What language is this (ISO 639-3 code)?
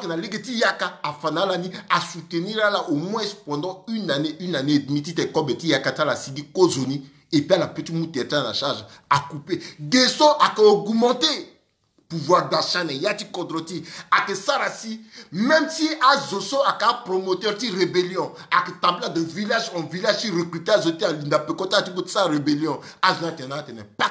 sag